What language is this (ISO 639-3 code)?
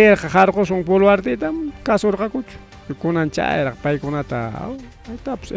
quy